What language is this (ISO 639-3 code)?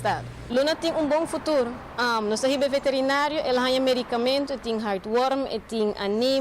pap